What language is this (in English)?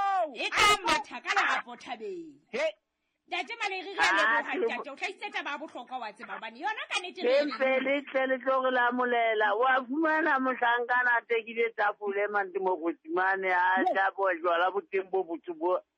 Southern Sotho